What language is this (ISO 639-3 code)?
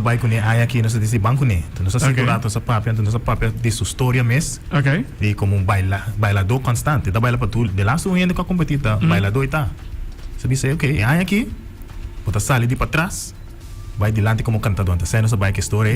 pap